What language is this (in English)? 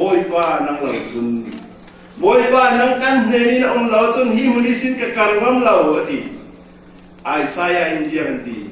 Falam Chin